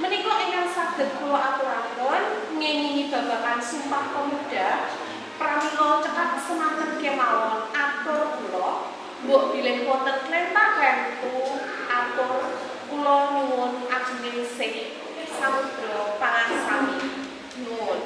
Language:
Javanese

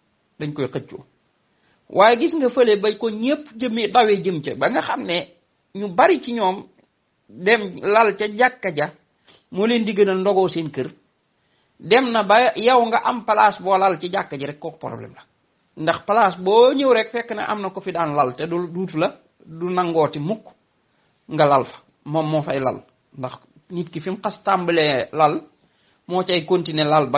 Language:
Wolof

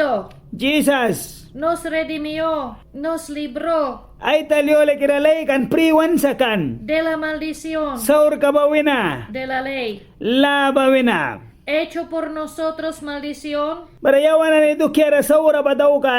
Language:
Mískito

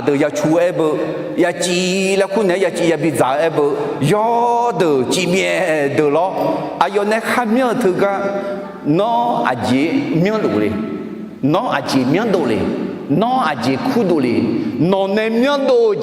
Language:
Akha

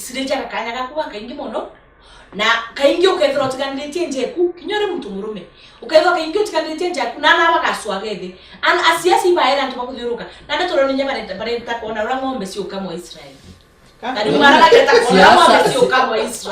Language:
Meru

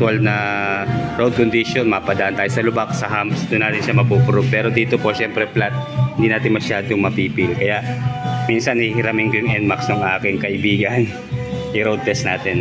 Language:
Filipino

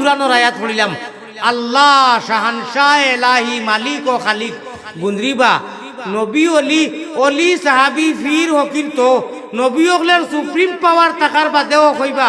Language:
Sylheti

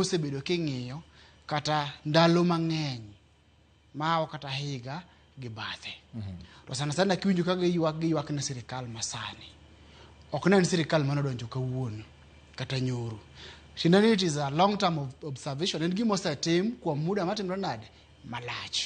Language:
Luo (Kenya and Tanzania)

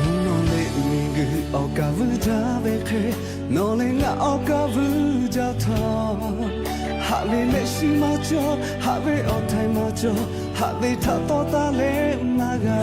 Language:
Lahu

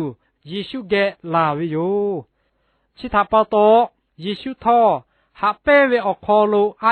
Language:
Lahu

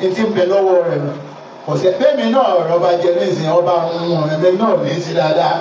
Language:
Yoruba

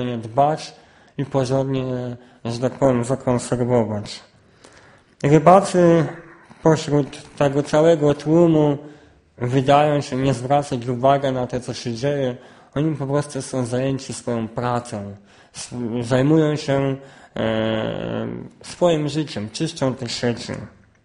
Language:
Polish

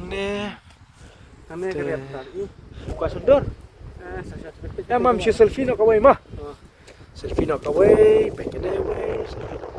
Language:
Khasi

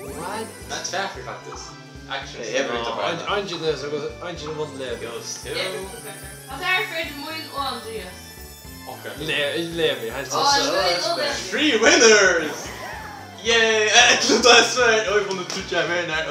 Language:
Faroese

